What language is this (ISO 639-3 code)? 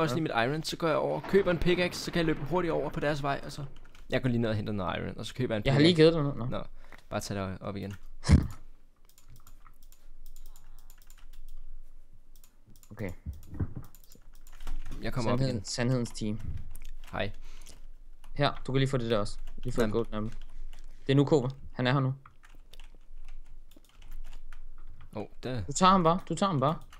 dan